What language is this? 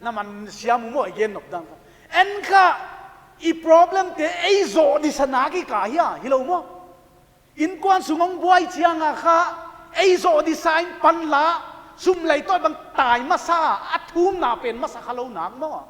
Paite Chin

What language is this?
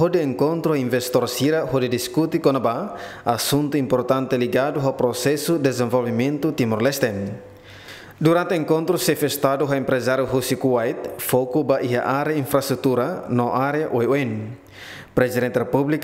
Tetum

